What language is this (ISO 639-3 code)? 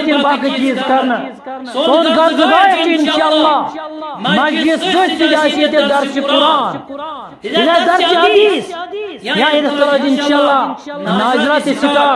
kas